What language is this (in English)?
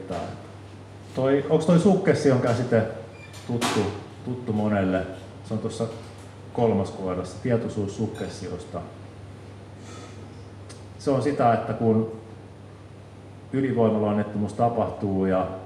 Finnish